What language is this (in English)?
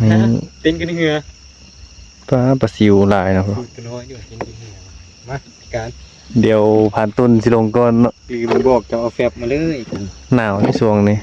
Northeastern Thai